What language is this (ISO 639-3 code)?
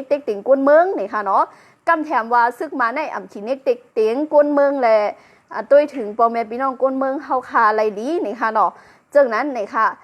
shn